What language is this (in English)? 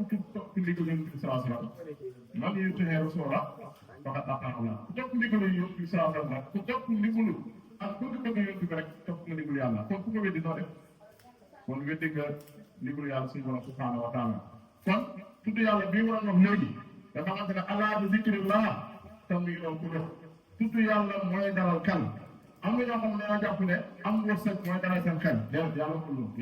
Wolof